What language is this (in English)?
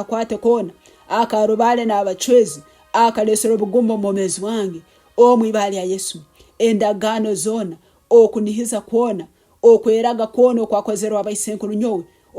Nyankole